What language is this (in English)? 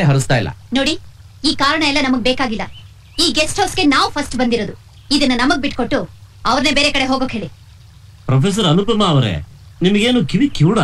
Kannada